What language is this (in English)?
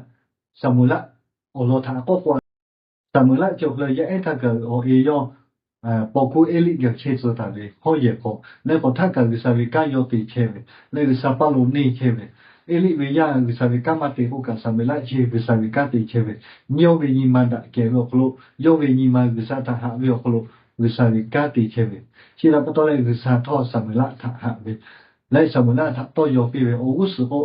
Lahu